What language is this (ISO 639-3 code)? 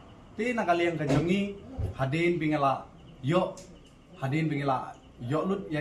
kha